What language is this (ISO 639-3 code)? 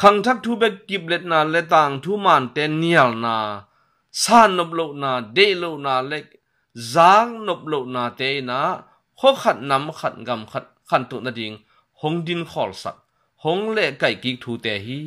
ctd